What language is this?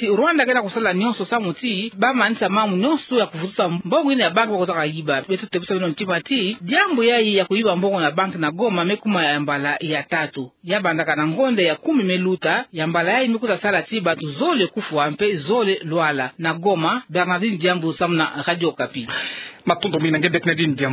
Kituba (Democratic Republic of Congo)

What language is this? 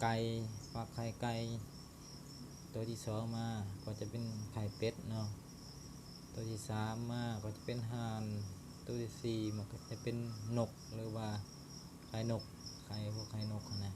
Lao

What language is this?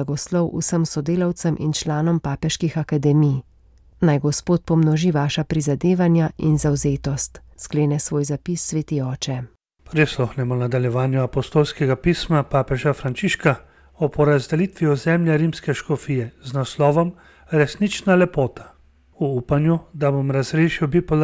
Slovenian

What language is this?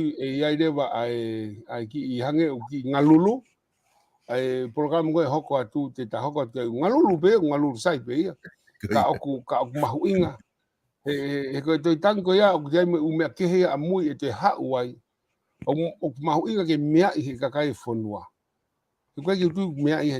Tongan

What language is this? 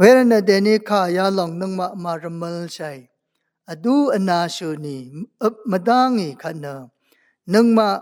Rawang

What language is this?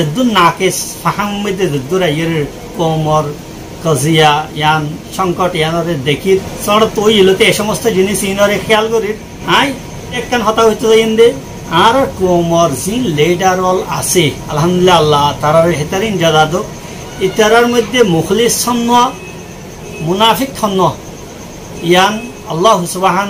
Rohingya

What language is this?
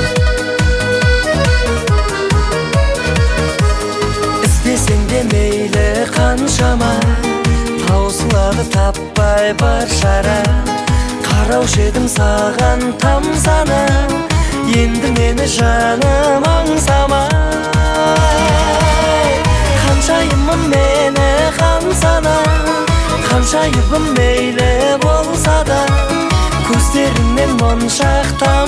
Kazakh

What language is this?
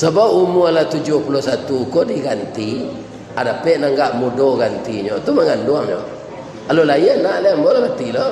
Minangkabau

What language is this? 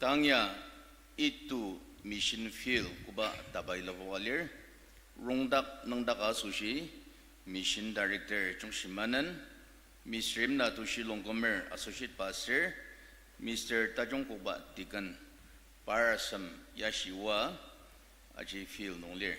Ao Naga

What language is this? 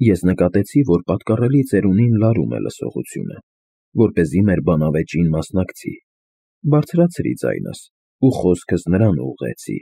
Armenian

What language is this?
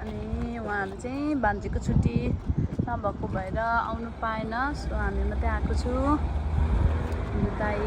Nepali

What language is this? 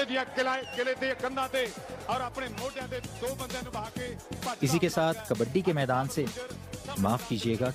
Urdu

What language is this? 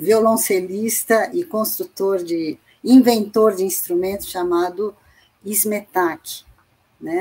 Portuguese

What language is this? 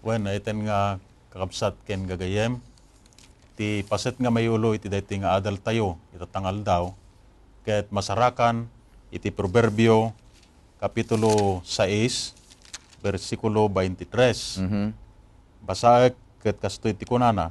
Iloko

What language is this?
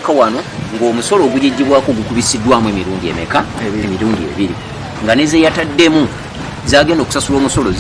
Ganda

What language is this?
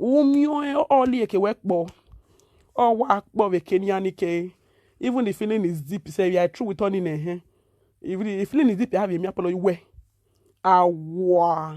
Nigerian Pidgin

